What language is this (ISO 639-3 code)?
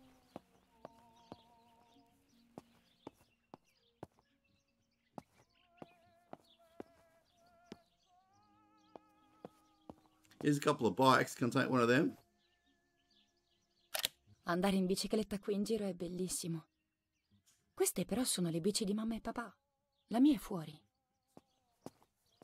ita